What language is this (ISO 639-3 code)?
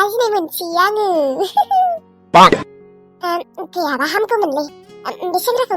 brx